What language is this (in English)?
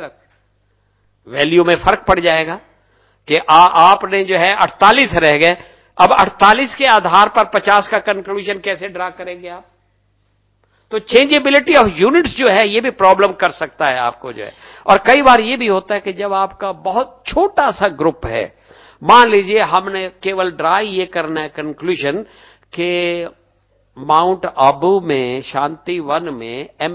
Hindi